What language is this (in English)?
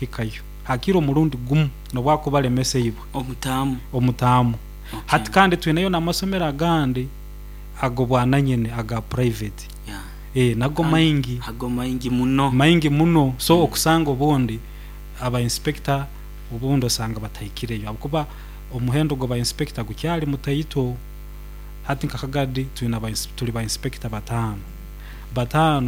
Nyoro